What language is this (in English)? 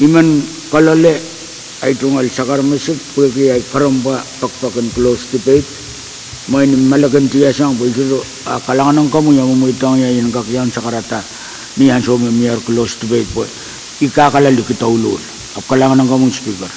Pohnpeian